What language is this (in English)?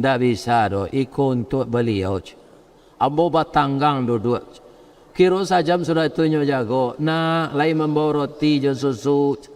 Minangkabau